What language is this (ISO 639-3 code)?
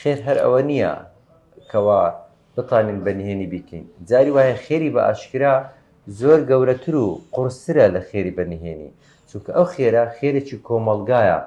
ckb